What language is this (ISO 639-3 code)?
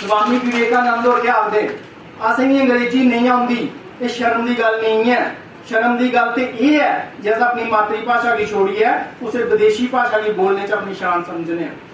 doi